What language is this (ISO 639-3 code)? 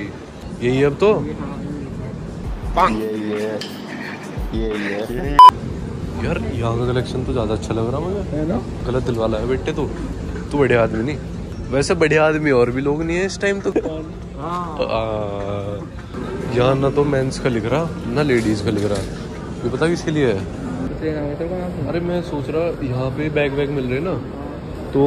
hin